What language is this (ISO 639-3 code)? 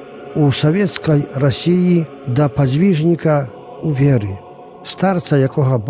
bel